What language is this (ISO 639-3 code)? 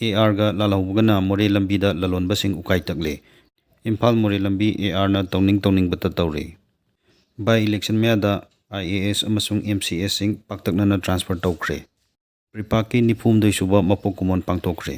mni